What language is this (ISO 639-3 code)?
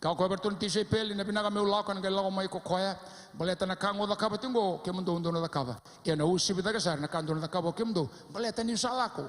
fij